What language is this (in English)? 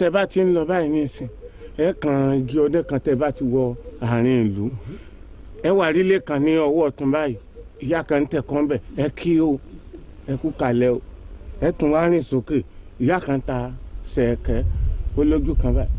Yoruba